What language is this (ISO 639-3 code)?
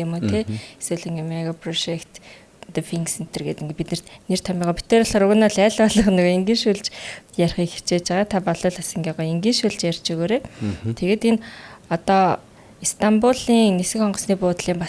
mon